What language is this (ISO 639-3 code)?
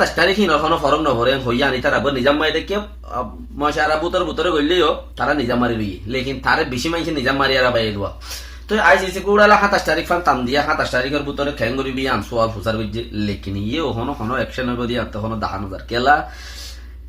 rhg